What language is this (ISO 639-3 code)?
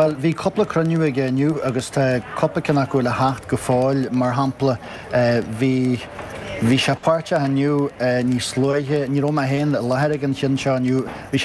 gle